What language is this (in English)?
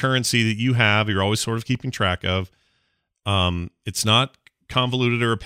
English